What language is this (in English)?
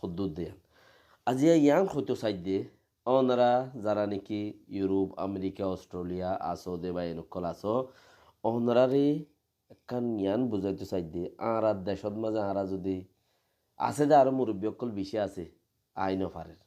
Rohingya